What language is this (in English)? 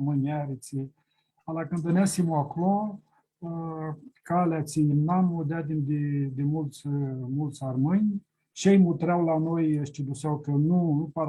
Aromanian